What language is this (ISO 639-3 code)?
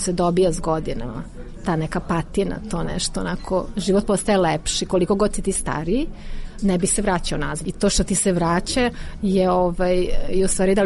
srp